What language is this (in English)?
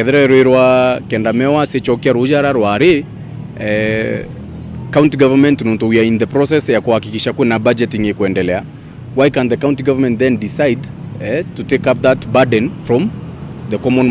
Meru